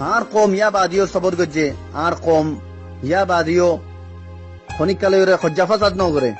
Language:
Rohingya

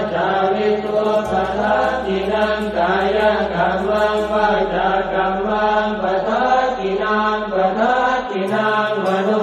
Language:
Pali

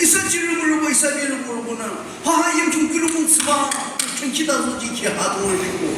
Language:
Naga Pidgin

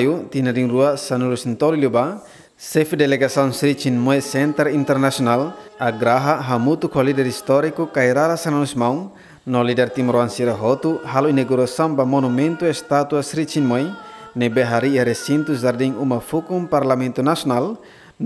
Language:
Tetum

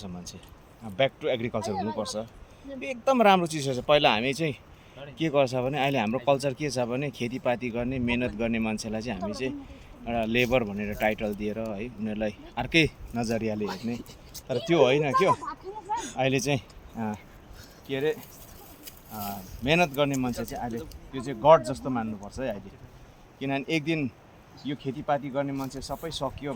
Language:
Nepali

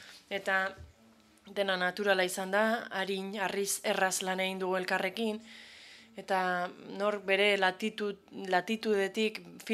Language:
Basque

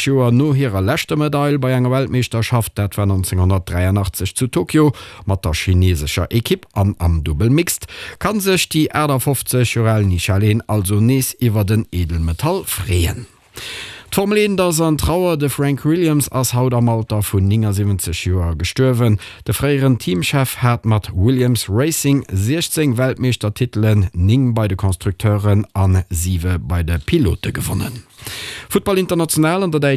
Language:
Luxembourgish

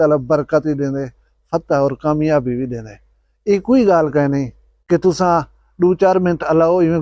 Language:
Saraiki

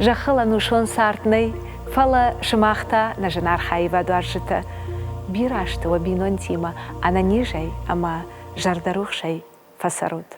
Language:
Ossetic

